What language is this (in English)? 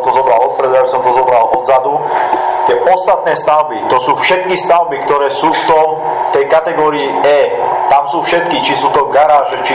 Slovak